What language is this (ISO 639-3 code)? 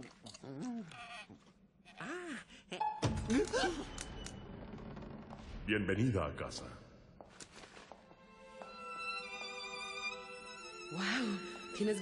spa